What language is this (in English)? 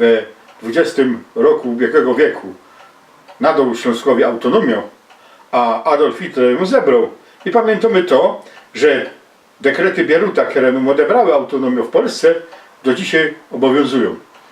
Silesian